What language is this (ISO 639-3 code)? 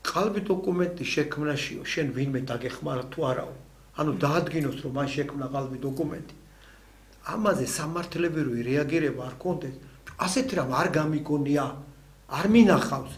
kat